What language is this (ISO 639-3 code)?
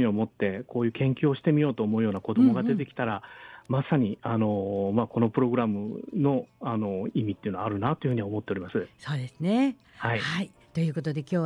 jpn